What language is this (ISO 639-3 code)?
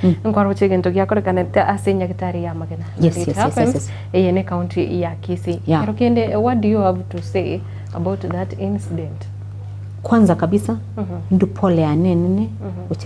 guz